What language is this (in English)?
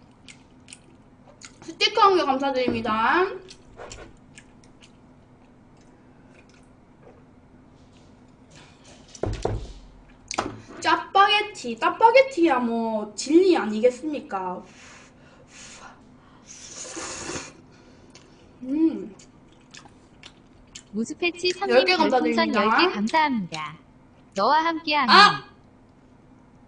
Korean